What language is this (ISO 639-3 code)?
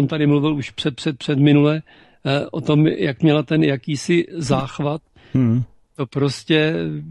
ces